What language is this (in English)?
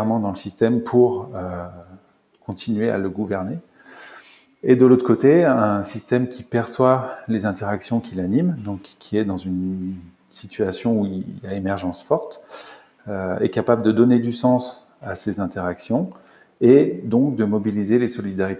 French